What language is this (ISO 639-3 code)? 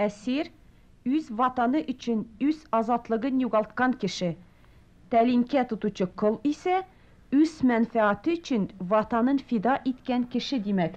tat